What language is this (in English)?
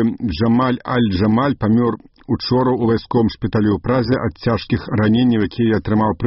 Belarusian